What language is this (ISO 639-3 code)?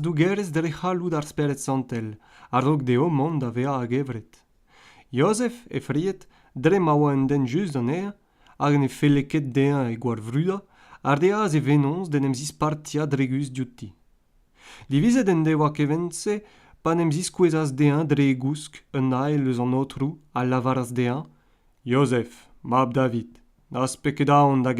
bre